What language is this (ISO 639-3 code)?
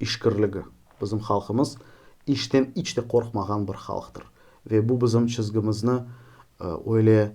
crh